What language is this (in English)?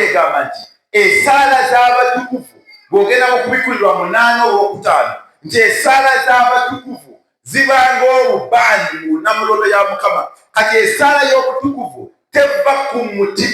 Ganda